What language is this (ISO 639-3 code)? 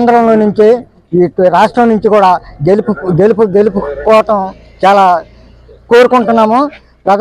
tel